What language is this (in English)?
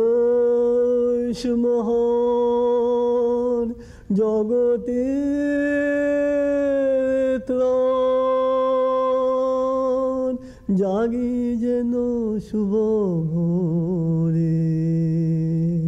Bangla